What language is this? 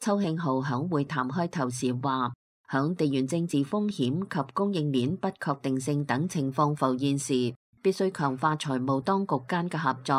Cantonese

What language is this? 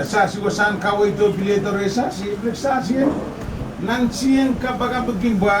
Pohnpeian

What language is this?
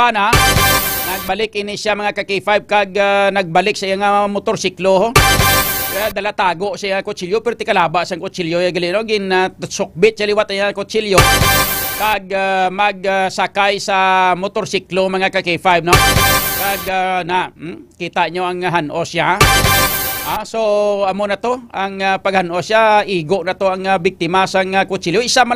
Hiligaynon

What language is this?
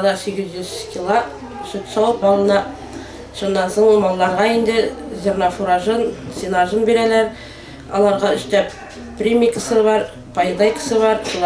Tatar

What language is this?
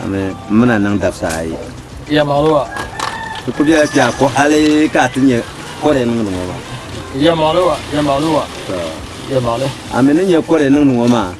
Dagbani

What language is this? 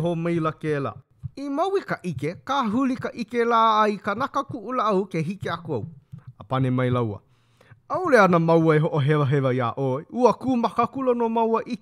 Hawaiian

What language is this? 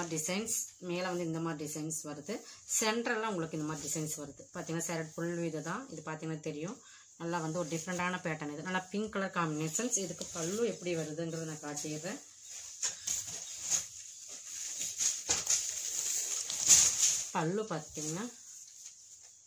Tamil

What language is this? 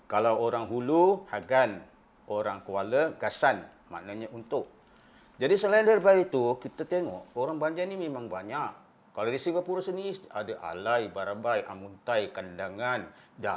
Banjar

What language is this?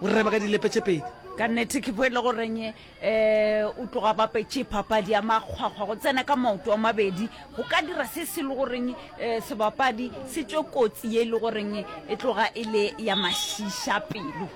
Northern Sotho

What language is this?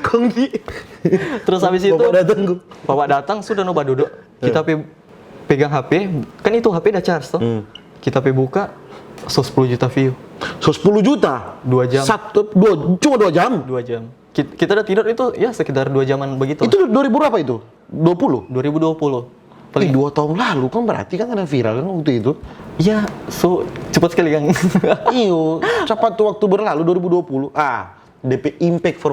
Manado Malay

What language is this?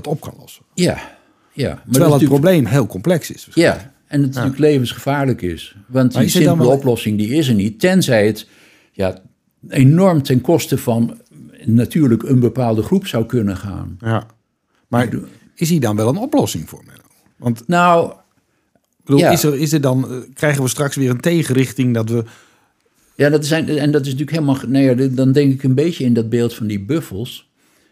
Dutch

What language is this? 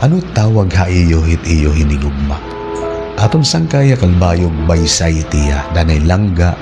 Waray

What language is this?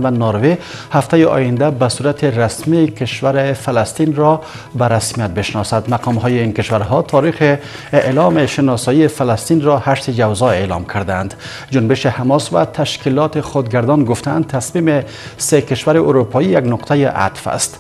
Persian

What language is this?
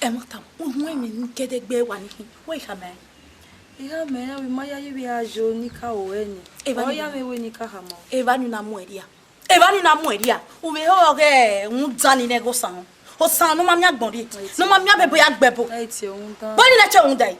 Bini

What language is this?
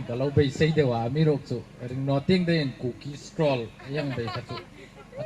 Hmar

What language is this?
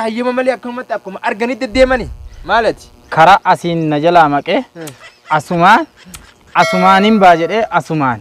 Oromo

